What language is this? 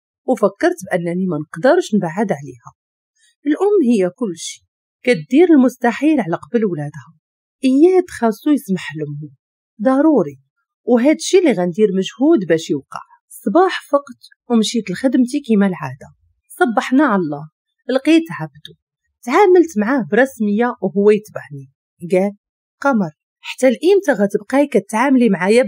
Moroccan Arabic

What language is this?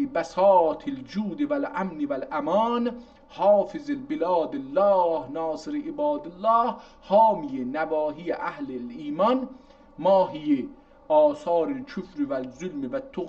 South Azerbaijani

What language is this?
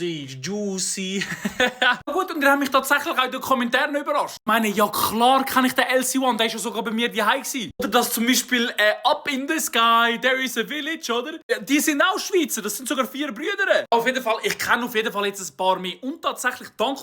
Swiss German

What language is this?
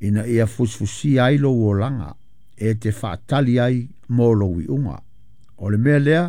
Samoan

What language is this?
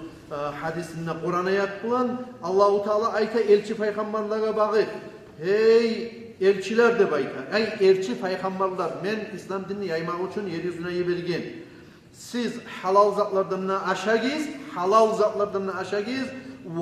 Kumyk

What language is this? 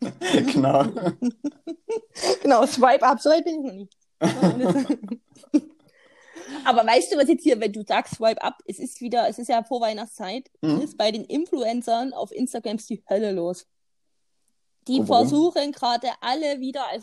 German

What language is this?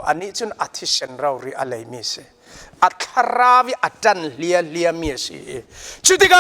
Falam Chin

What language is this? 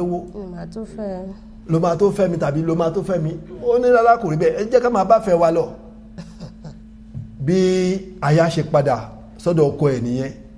Yoruba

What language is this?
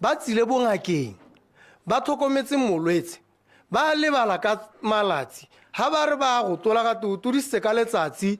Tswana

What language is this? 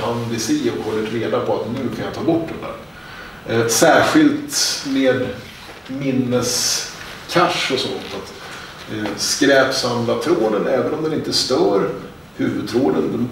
Swedish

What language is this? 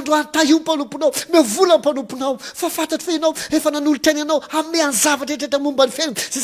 Malagasy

